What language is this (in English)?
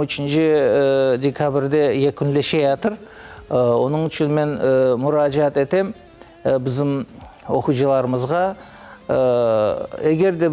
Crimean Tatar